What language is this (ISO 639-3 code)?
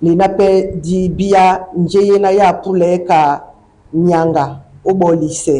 dua